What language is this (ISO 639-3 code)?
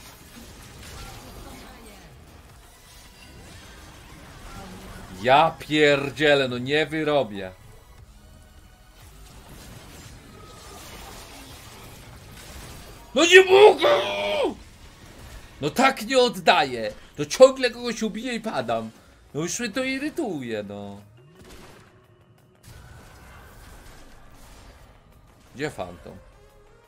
pol